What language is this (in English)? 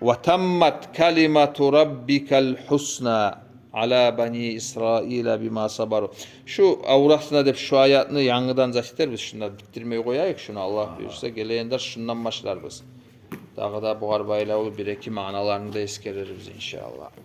Kumyk